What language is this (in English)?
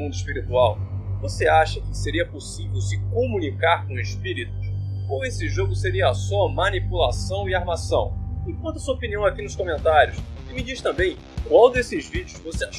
Portuguese